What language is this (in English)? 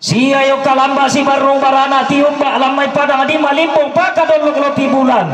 Toraja-Sa'dan